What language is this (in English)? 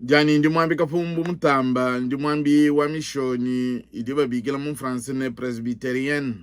Luba-Lulua